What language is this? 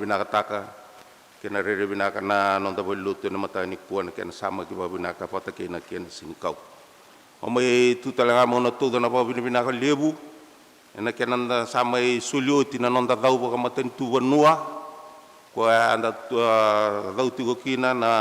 Fijian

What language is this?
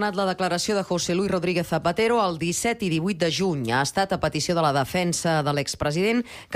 Catalan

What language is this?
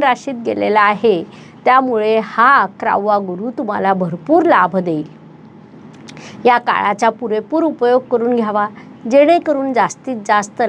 Marathi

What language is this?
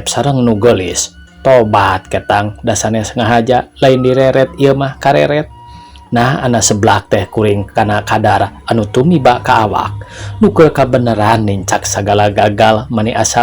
Sundanese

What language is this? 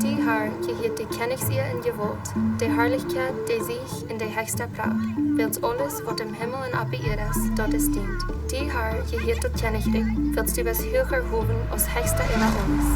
Plautdietsch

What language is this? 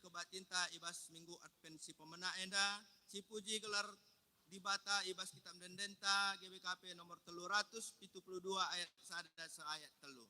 Batak Karo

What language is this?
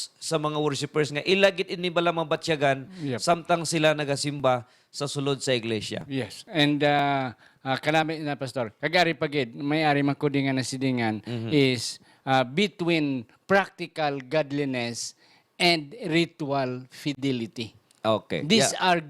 Hiligaynon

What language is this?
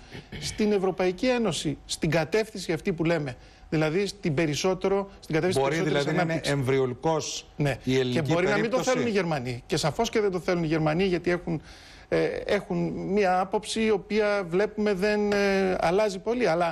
Greek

